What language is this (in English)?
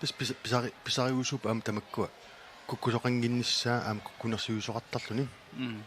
Kalaallisut